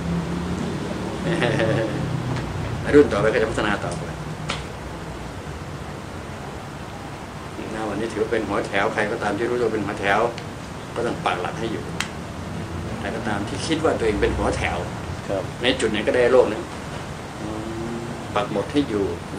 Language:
Thai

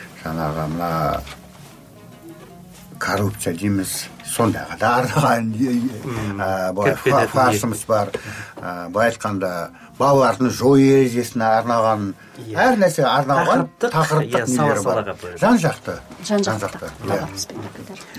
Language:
Kazakh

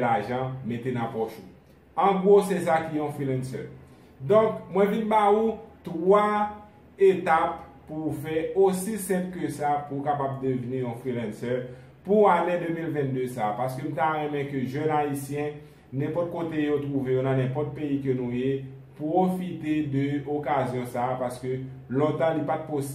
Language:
Haitian Creole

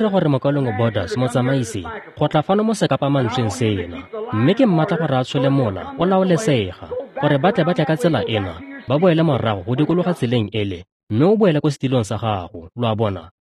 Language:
Tswana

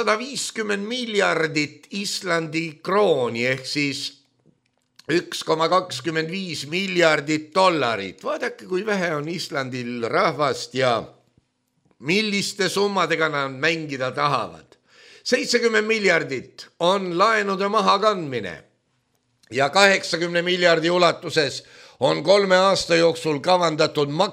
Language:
Estonian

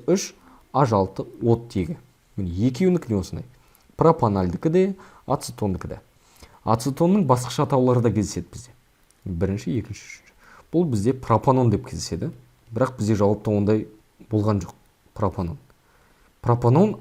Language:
Kazakh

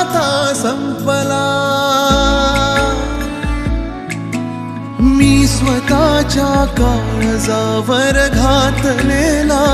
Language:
Marathi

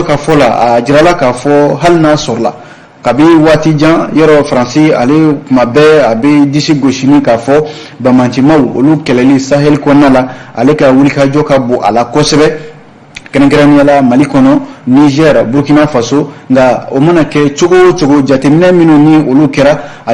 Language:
Bambara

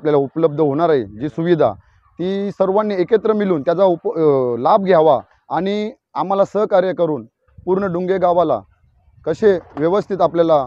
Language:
Marathi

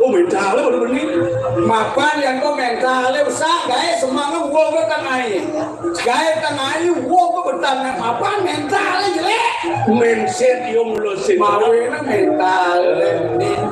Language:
Balinese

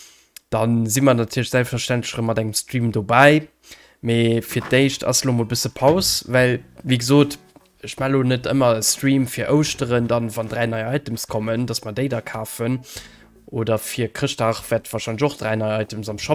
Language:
Luxembourgish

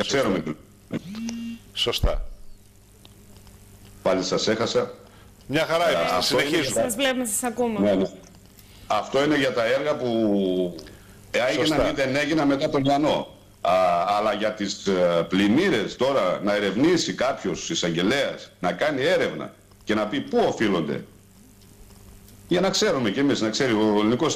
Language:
Greek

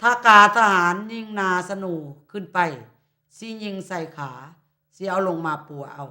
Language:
Lao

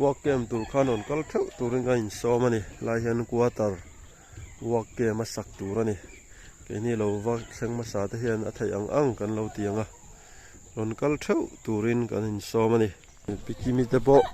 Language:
Mizo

